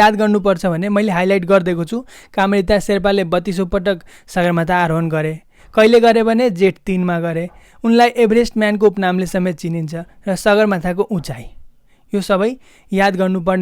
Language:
Nepali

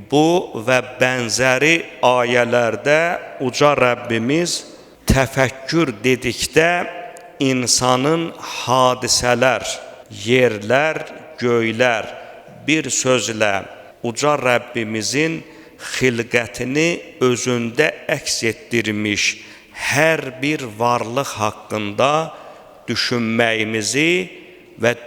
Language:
Azerbaijani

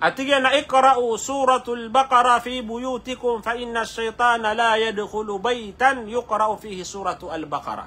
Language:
Maranao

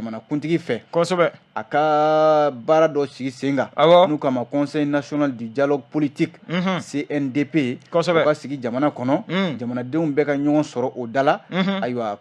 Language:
Bambara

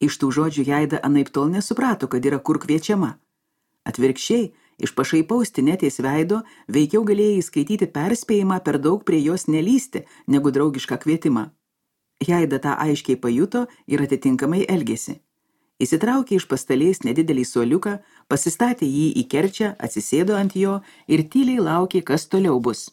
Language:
Lithuanian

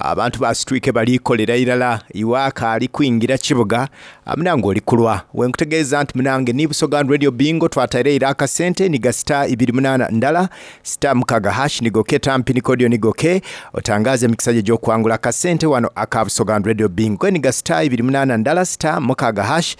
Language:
Soga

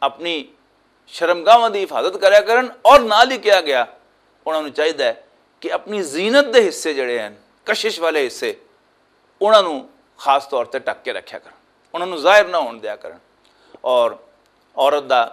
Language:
Western Panjabi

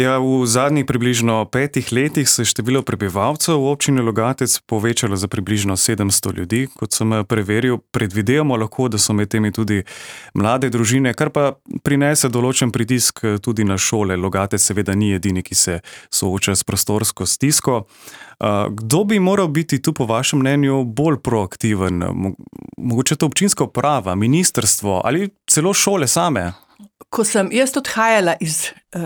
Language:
Slovenian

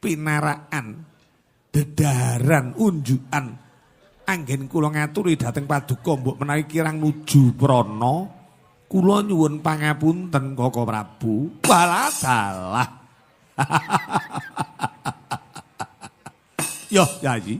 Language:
Javanese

